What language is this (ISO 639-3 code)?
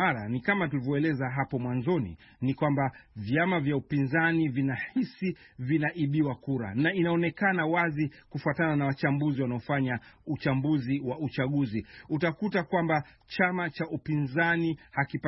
swa